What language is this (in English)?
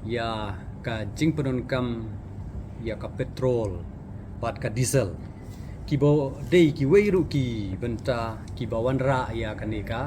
Khasi